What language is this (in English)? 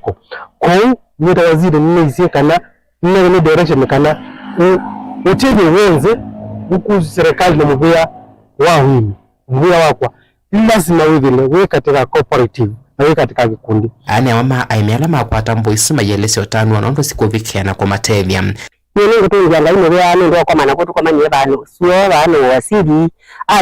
Kamba